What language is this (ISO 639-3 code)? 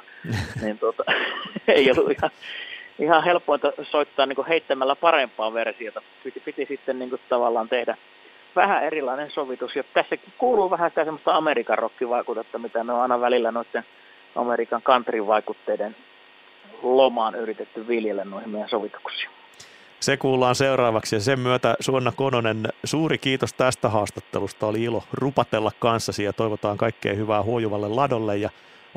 fin